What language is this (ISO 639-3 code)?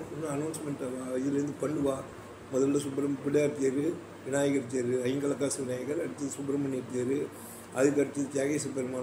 tam